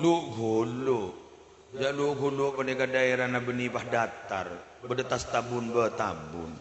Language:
Madurese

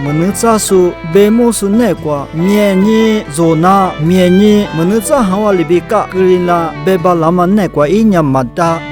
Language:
Lisu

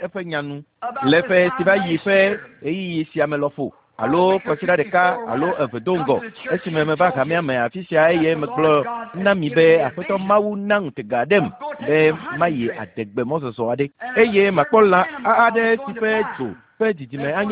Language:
Ewe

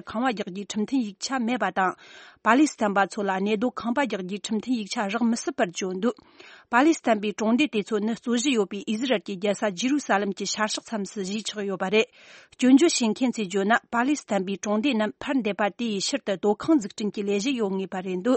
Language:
Tibetan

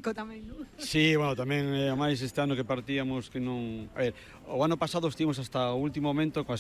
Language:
Galician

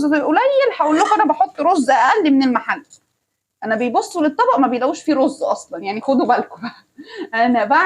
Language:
Egyptian Arabic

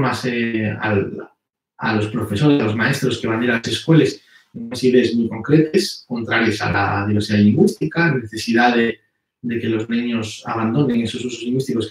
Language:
Asturian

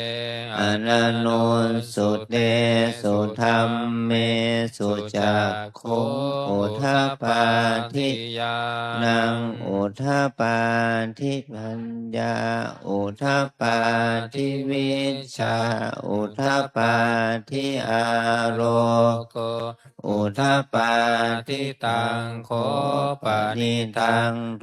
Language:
Pali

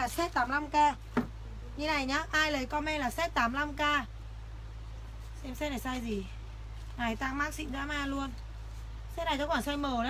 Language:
Vietnamese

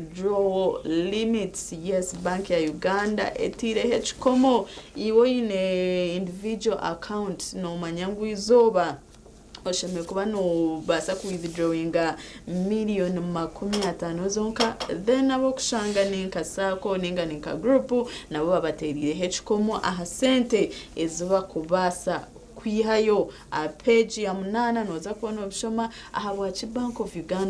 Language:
Nyankole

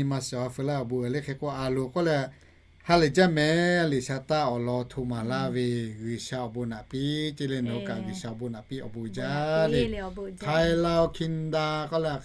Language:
Lahu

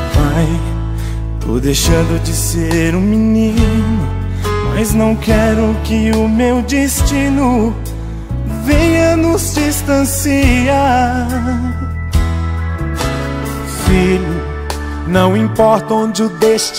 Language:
Portuguese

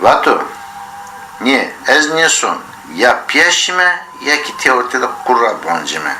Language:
Zaza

